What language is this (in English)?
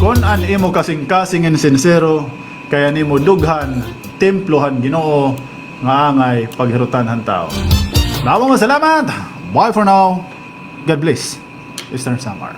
Waray